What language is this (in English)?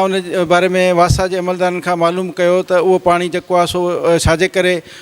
Sindhi